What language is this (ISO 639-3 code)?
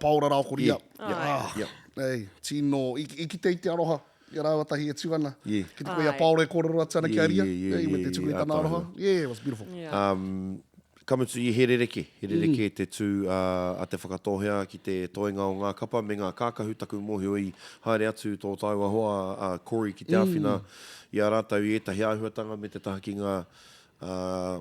mri